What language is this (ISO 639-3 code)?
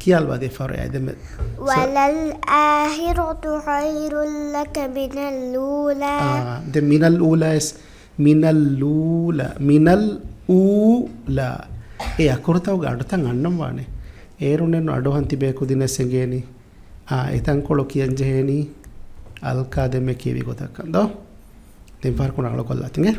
div